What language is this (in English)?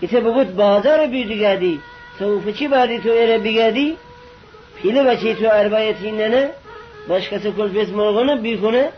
Gilaki